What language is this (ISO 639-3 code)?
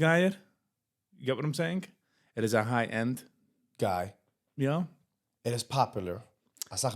yid